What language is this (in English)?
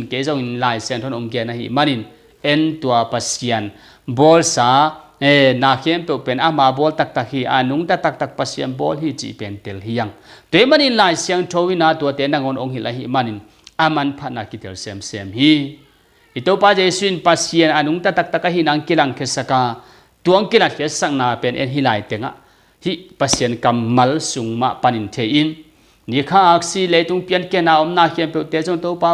Tedim Chin